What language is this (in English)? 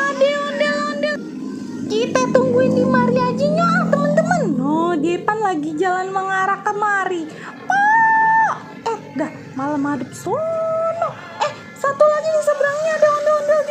Betawi